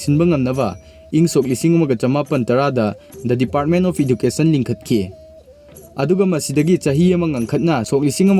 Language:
Manipuri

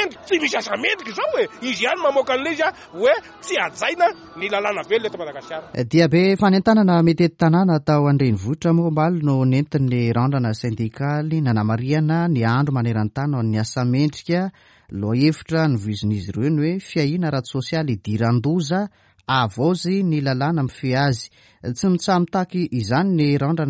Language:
Malagasy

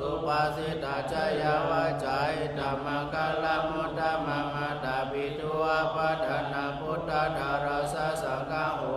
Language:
Pali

